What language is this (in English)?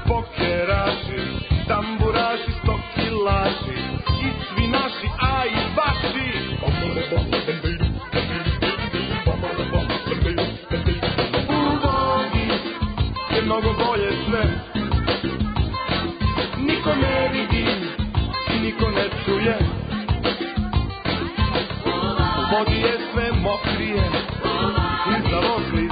Serbian